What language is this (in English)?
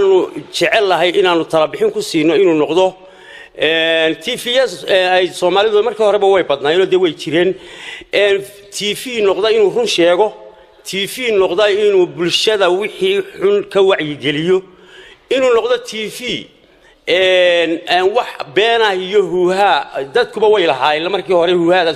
Somali